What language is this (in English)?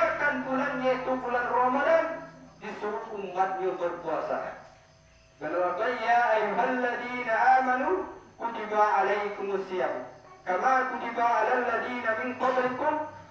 Minangkabau